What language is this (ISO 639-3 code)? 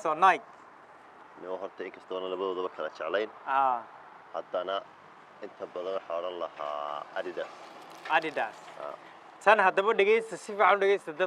som